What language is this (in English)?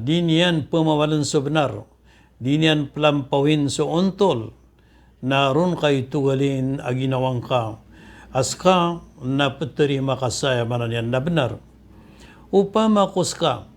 Maranao